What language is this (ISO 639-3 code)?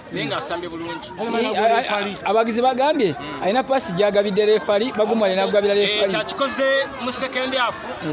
lug